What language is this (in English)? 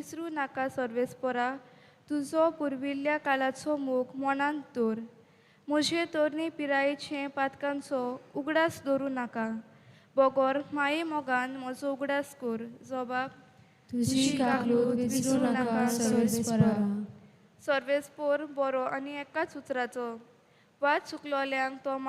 Konkani